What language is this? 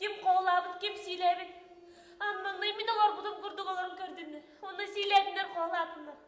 Yakut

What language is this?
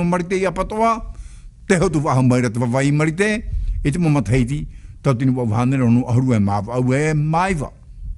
Tahitian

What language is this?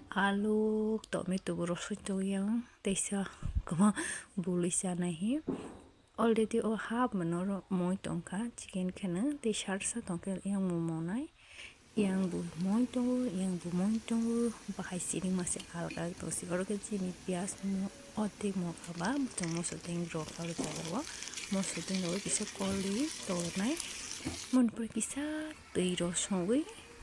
Kok Borok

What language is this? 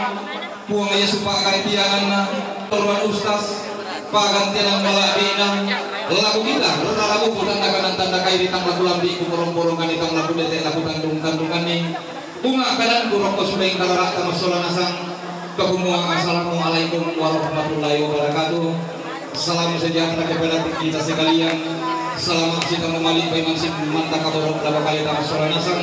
Toraja-Sa'dan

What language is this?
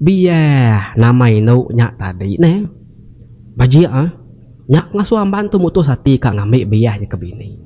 Iban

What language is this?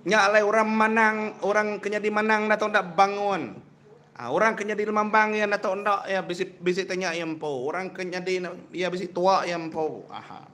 Iban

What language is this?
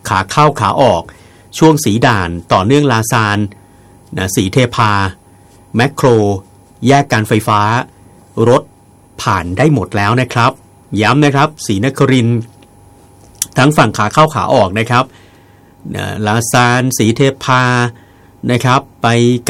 Thai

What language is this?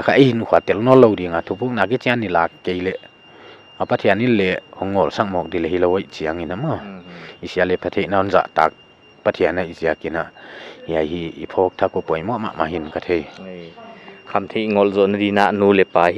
Paite Chin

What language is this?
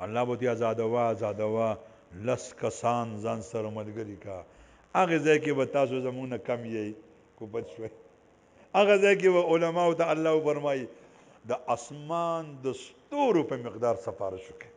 Pashto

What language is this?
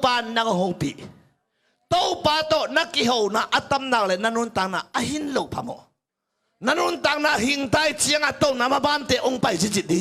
Tedim Chin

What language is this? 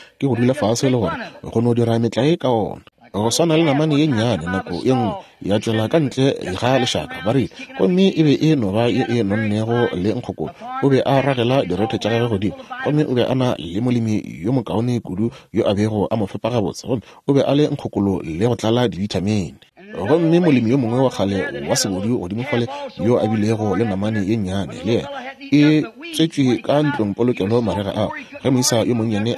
Northern Sotho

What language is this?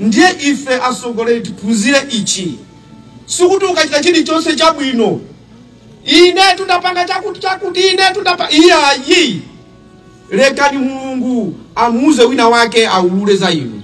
Nyanja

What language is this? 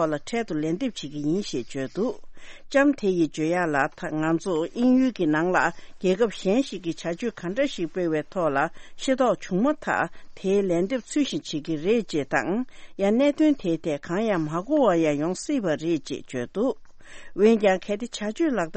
Tibetan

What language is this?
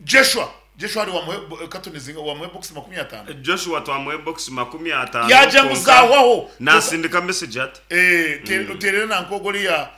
Nyankole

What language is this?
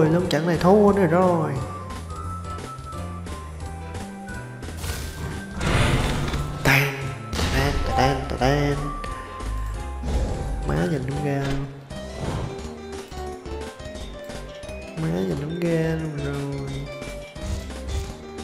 Vietnamese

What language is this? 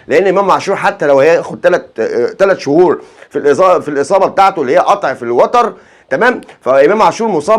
Egyptian Arabic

